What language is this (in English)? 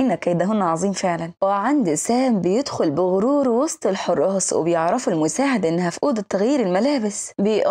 Egyptian Arabic